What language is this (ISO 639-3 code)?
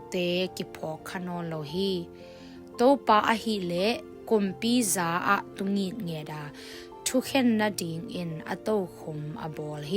ctd